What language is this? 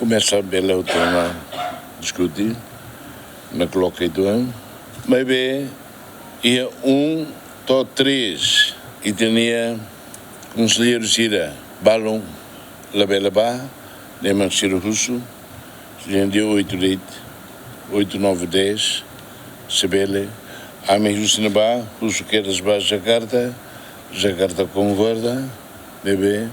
Tetum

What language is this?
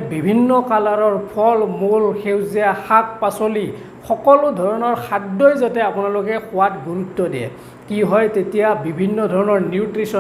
Assamese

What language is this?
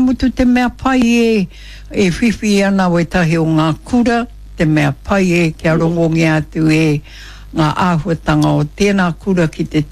Māori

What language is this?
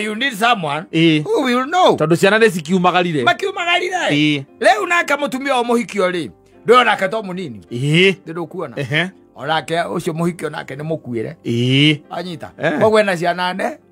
Kikuyu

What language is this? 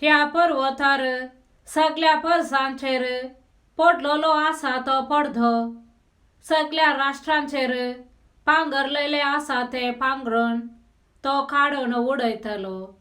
Konkani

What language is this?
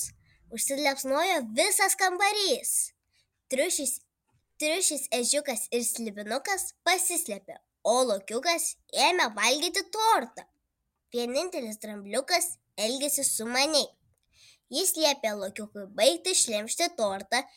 Lithuanian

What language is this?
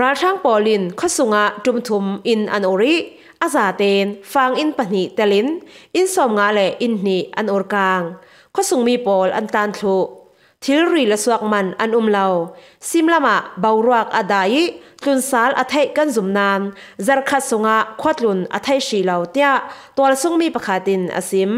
Falam Chin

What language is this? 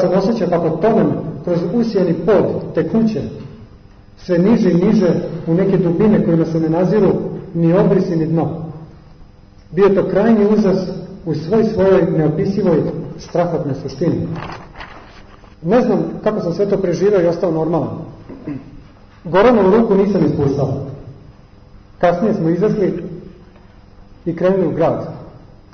Serbian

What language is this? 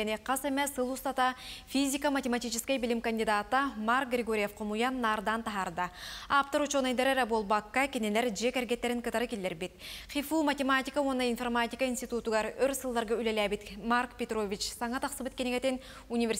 Yakut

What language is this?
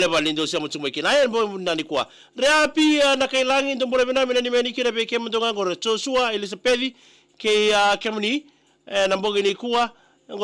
Fijian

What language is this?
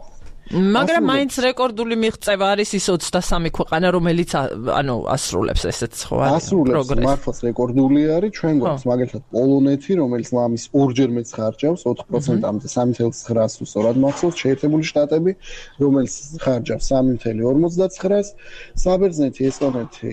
Georgian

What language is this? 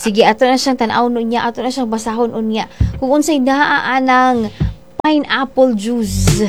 Cebuano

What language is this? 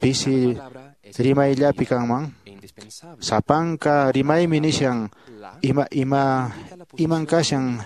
Quechua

